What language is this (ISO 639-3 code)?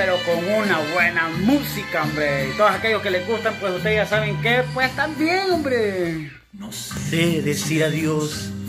spa